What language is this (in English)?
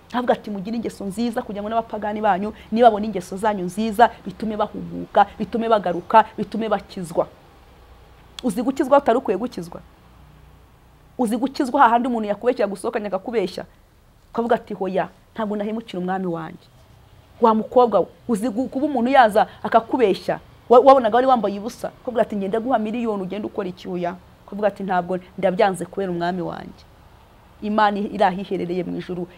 Kinyarwanda